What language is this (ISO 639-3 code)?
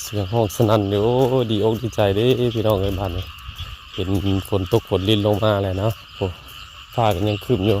tts